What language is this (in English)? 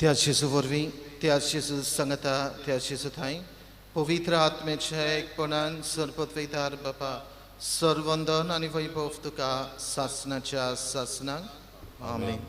Konkani